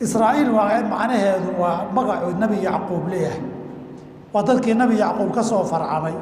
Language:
Somali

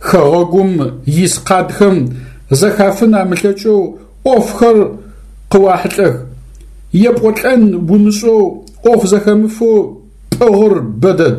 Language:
Adyghe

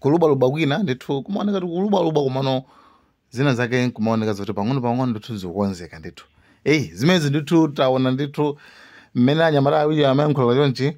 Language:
Nyanja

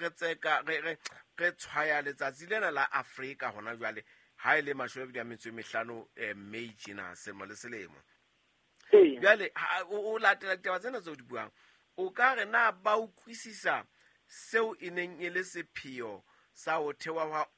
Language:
Southern Sotho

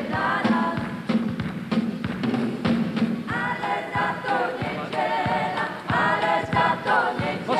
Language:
Polish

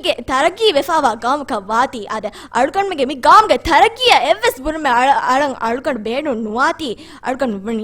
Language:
Divehi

